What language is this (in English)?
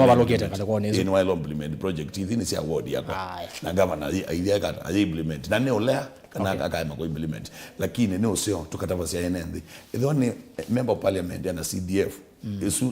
Kamba